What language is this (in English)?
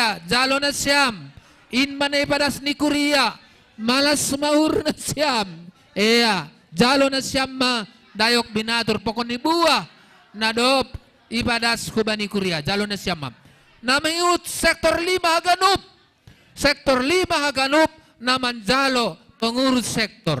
Batak Simalungun